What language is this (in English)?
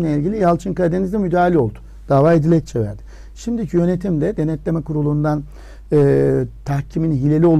Turkish